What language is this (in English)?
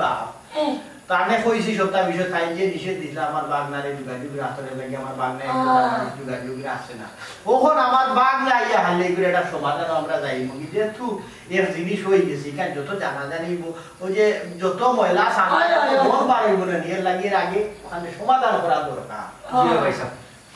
Sylheti